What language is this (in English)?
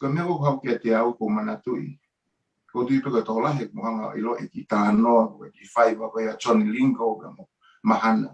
Tongan